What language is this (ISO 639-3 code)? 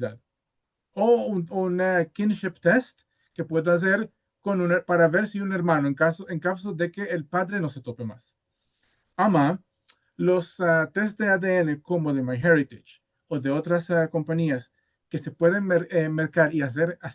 lad